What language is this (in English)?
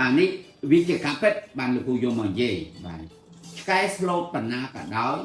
Khmer